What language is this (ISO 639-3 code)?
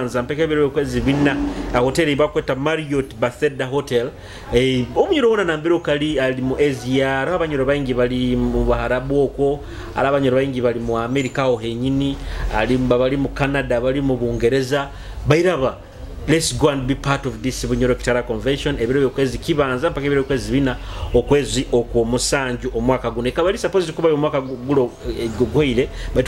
nyo